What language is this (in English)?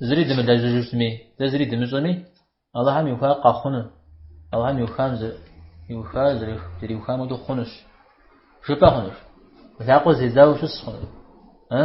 Kabardian